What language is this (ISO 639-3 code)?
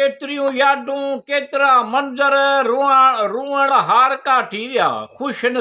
snd